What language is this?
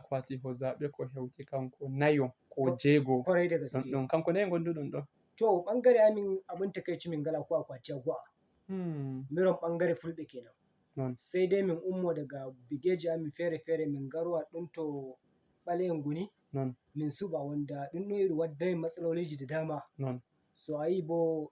Fula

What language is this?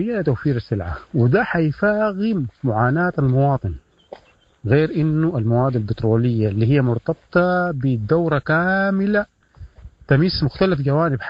Sudanese Arabic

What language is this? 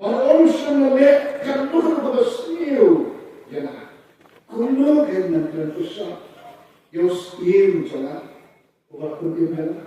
Khasi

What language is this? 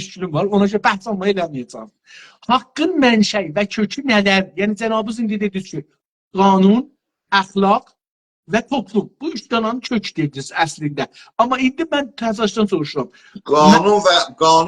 South Azerbaijani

